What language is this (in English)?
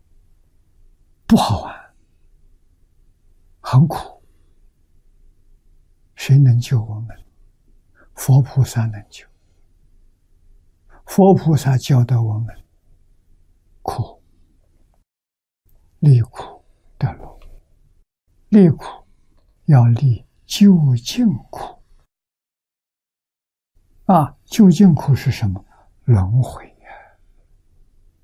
Chinese